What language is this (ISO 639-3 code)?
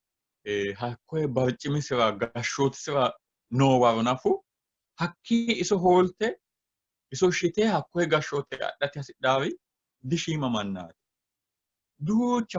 sid